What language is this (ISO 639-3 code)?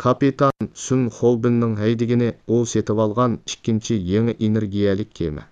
uig